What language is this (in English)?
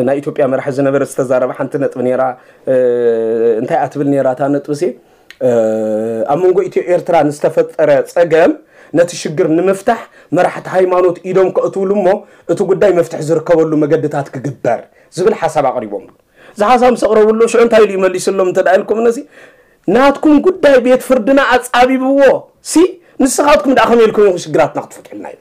Tigrinya